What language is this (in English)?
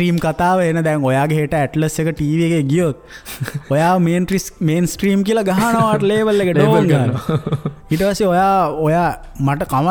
Sinhala